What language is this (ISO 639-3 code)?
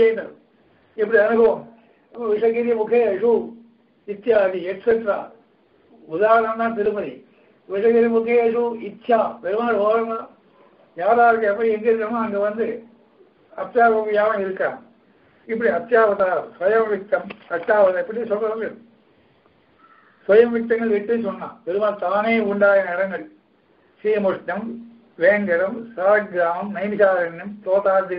tam